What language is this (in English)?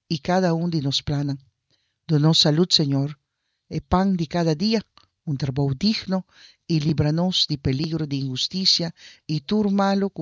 Papiamento